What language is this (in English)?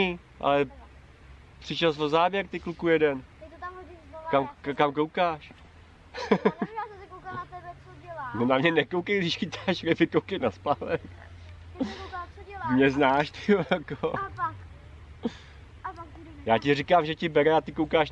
Czech